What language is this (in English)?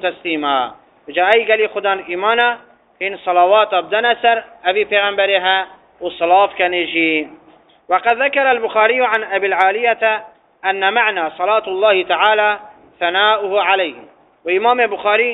Arabic